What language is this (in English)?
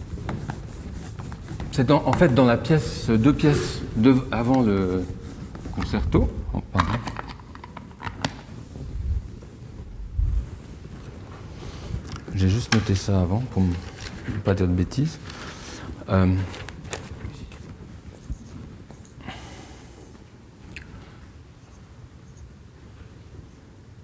French